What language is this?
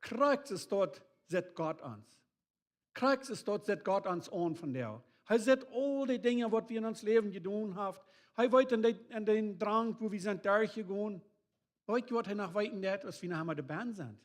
Plautdietsch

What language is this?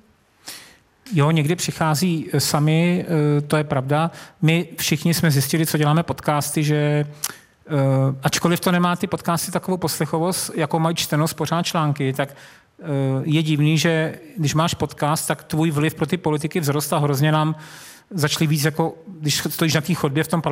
Czech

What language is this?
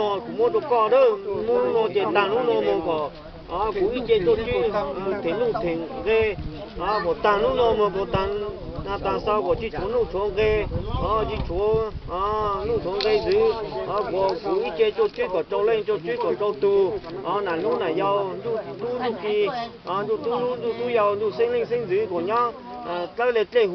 Hmong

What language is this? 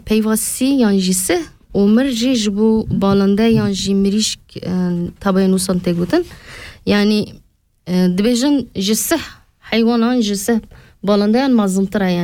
Kurdish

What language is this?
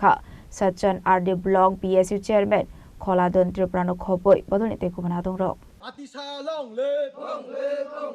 Kok Borok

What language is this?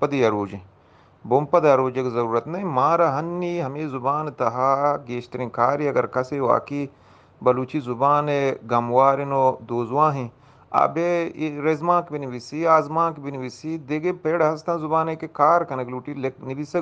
Eastern Balochi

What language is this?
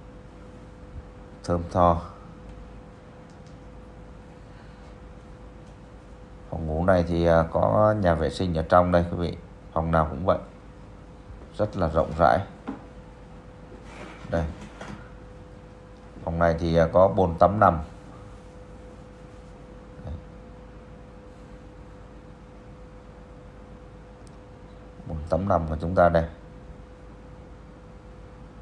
Vietnamese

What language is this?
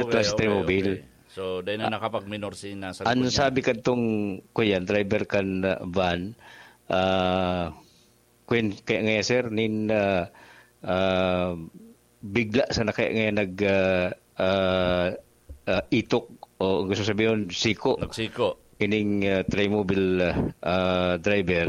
Bikol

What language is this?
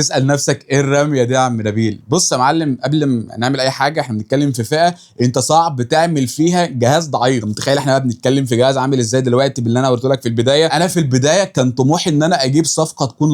Egyptian Arabic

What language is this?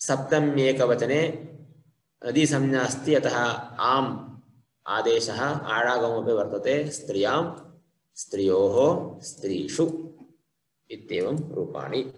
Sanskrit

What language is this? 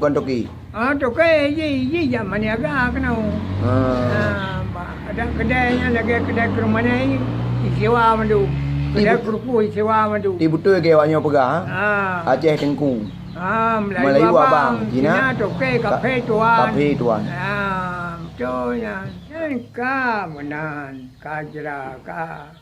Achinese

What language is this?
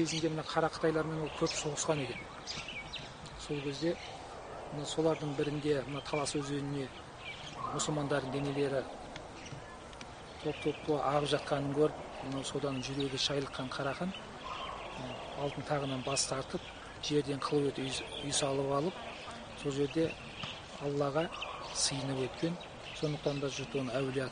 Kazakh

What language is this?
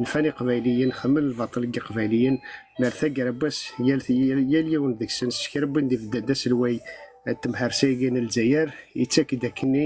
Kabyle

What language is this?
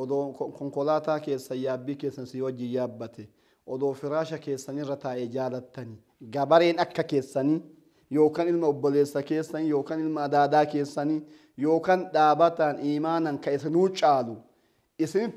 Oromo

